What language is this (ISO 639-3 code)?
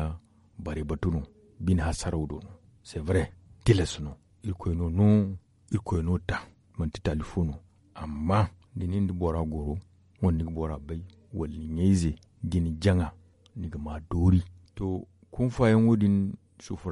dje